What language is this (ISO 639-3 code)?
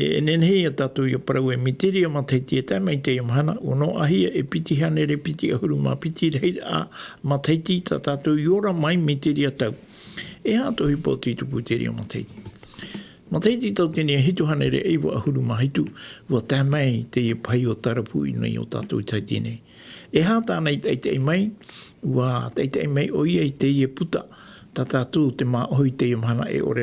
tah